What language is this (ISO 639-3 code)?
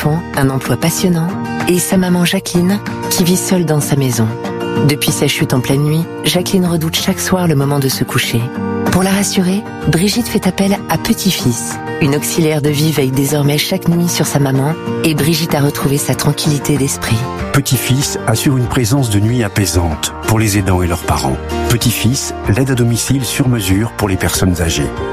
fra